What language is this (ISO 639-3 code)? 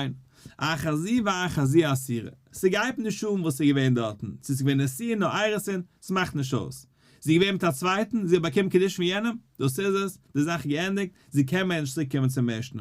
yid